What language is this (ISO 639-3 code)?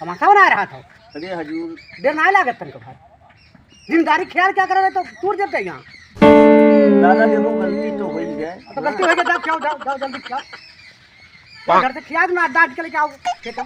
awa